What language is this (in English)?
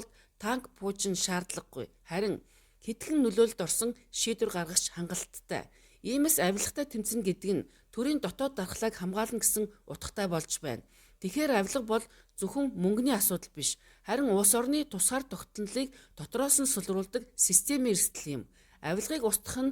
Mongolian